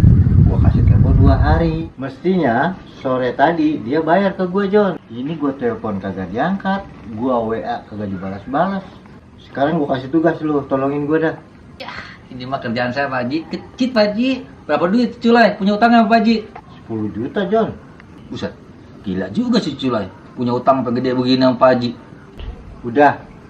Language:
Betawi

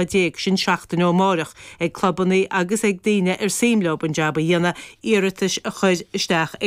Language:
Irish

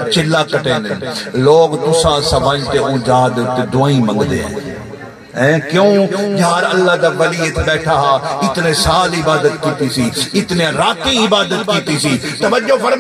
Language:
Saraiki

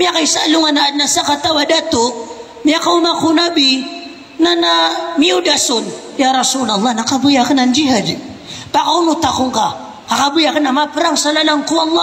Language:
Maranao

